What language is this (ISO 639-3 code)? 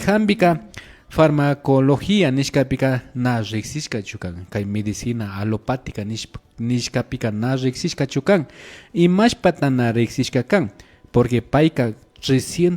qvi